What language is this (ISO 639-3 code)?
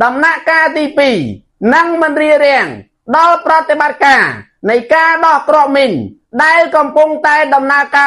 khm